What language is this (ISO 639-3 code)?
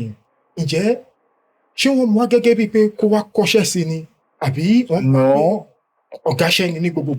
yor